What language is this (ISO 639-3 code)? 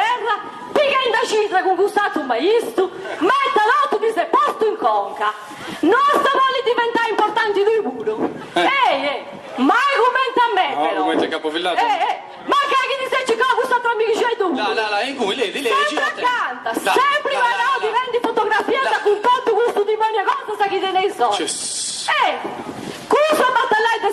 srd